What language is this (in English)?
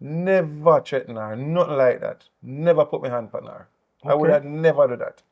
Jamaican Creole English